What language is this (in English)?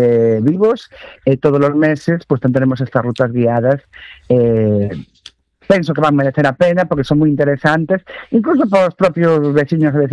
Galician